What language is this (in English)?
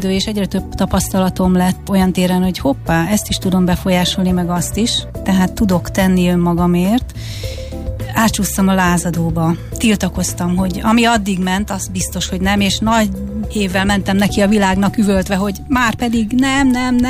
Hungarian